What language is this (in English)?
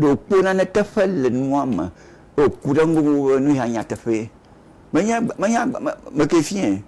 Ewe